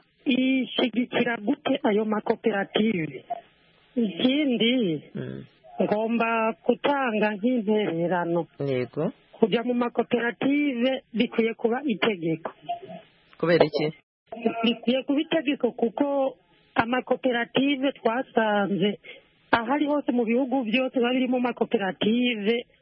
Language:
Kinyarwanda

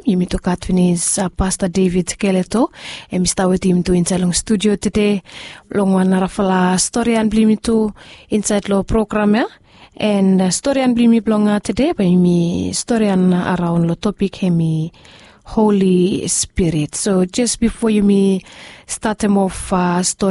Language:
Bislama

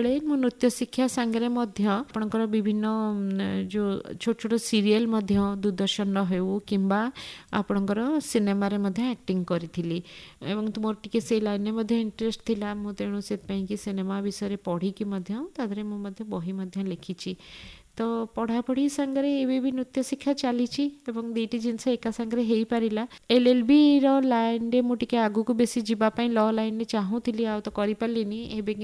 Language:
Odia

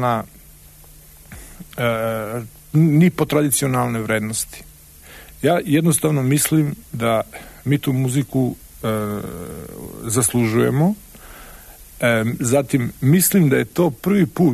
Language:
Serbian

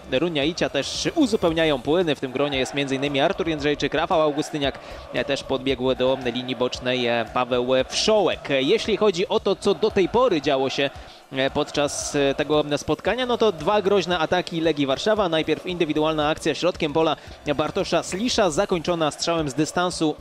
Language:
Polish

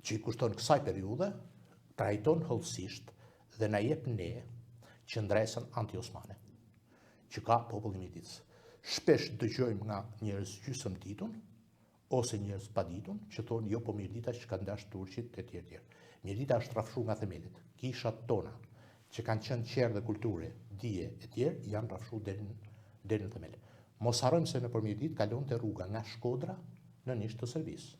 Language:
Albanian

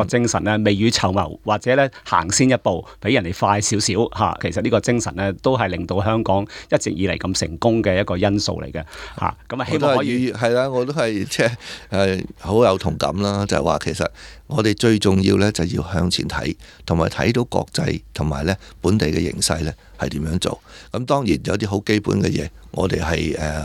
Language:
Cantonese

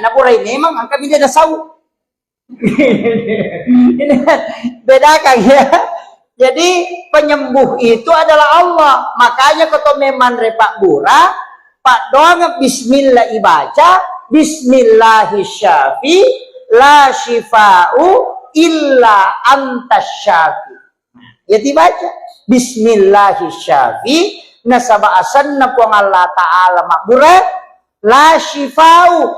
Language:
Buginese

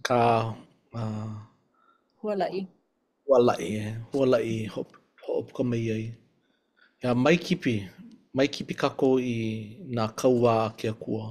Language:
Hawaiian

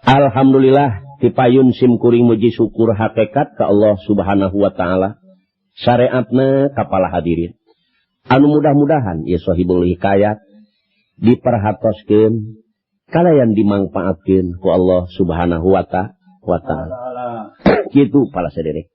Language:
Sundanese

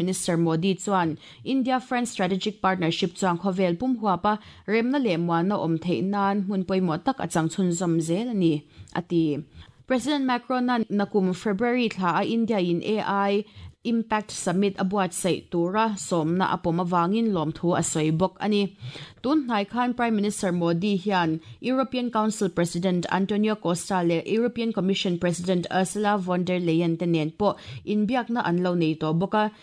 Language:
Mizo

